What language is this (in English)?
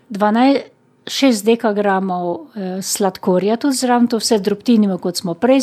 Slovenian